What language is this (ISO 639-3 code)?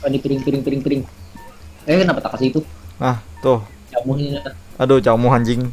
bjn